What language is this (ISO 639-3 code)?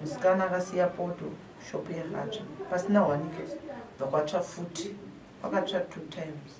sna